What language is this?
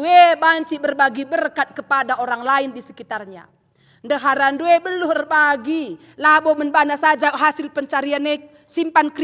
Batak Karo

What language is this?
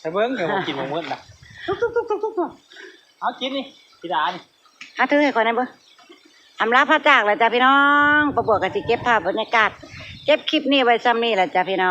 Northeastern Thai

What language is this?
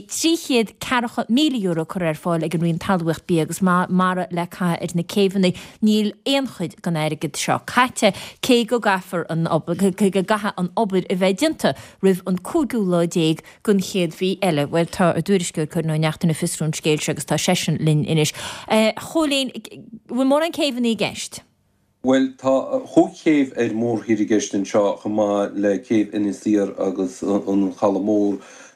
Irish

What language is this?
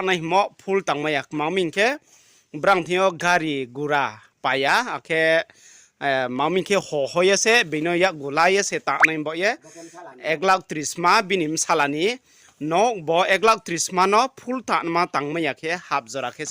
Riang (India)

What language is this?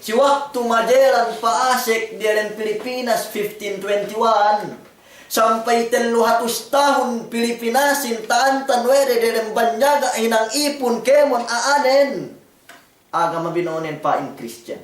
Yakan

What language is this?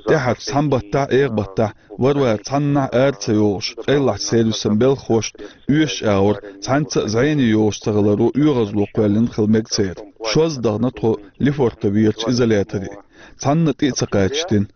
Chechen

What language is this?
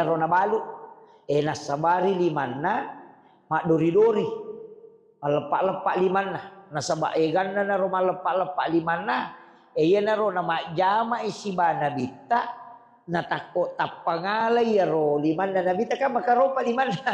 Buginese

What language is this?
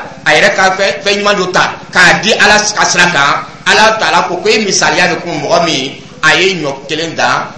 Dyula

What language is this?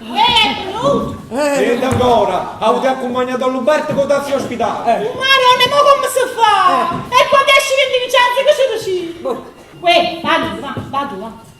Neapolitan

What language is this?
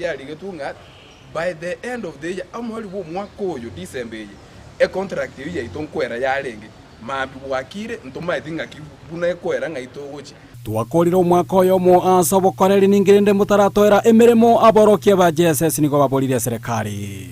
Gusii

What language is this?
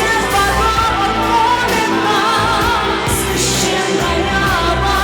Ossetic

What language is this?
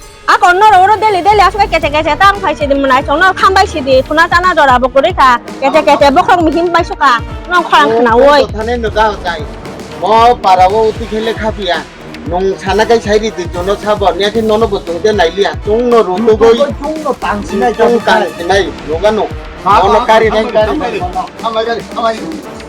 Kok Borok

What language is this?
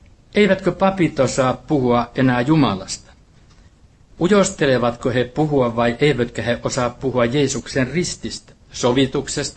Finnish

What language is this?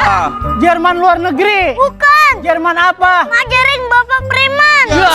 Betawi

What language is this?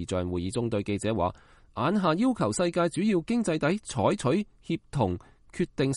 Cantonese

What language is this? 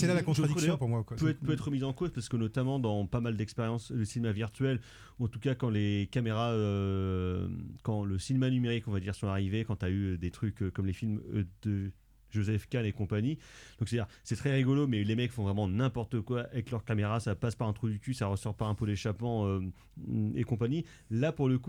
French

